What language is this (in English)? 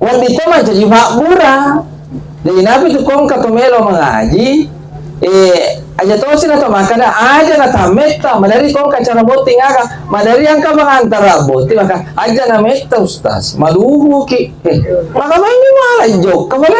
Buginese